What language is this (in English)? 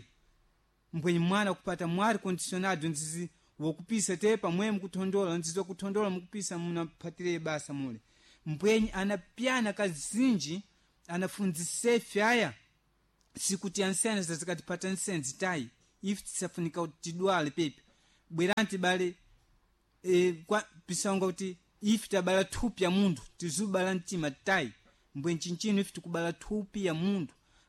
Sena